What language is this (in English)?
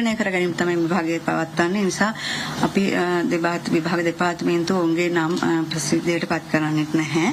Sinhala